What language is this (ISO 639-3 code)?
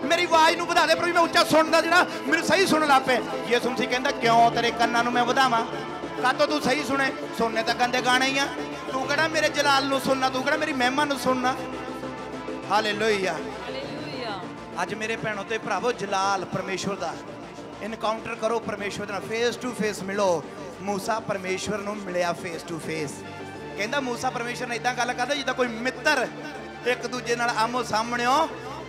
pan